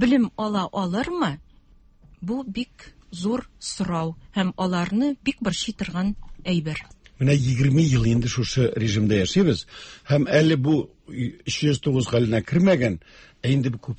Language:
Tatar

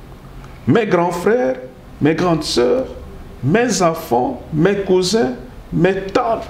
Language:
French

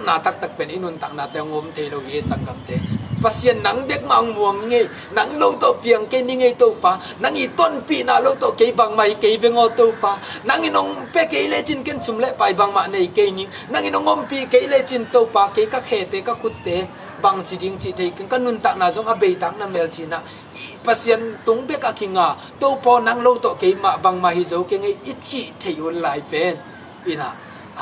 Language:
Tedim Chin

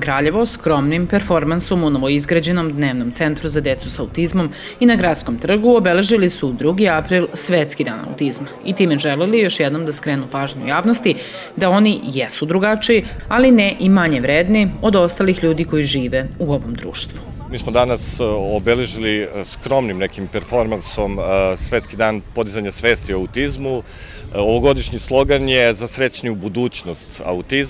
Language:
Serbian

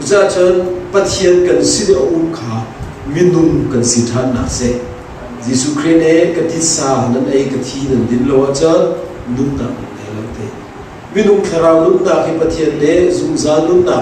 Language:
Hakha Chin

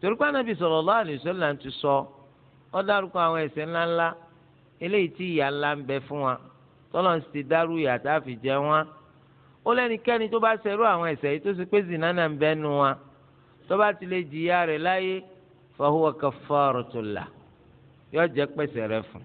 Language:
Yoruba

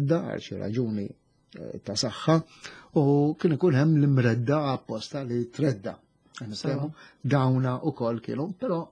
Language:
Maltese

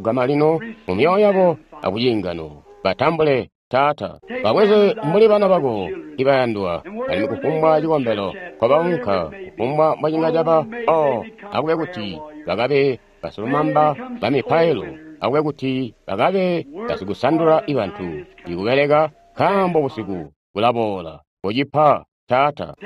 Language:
Tonga (Zambia)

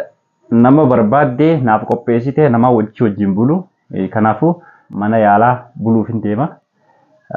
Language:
Oromo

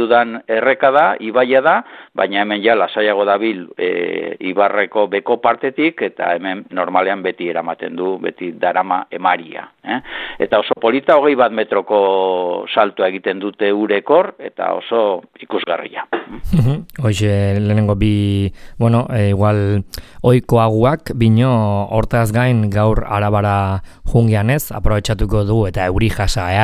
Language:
Basque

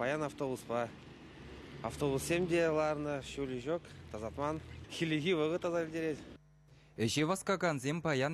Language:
Chuvash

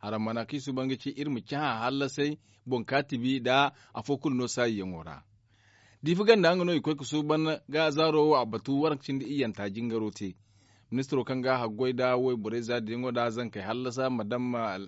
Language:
Zarma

